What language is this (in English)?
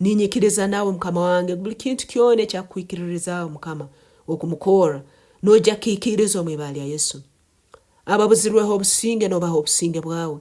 Nyankole